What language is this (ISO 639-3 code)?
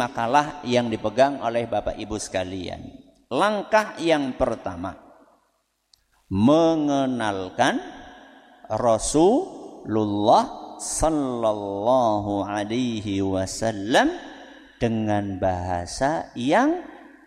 ind